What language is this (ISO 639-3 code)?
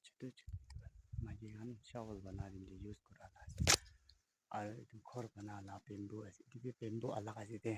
nag